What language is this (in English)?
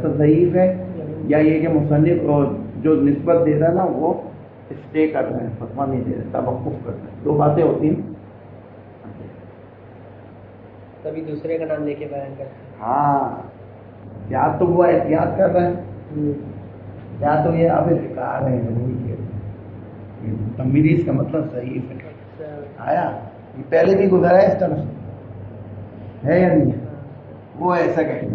Urdu